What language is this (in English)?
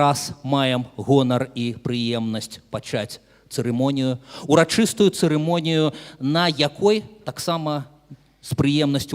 Belarusian